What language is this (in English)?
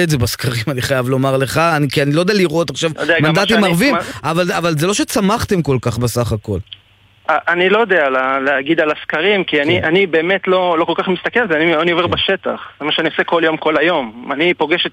Hebrew